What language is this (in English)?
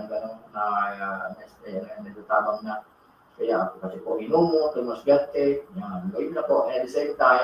Bikol